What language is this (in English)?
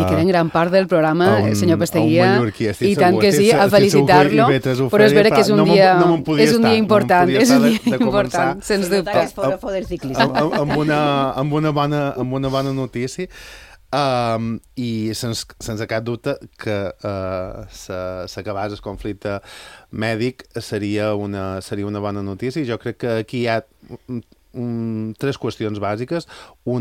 Catalan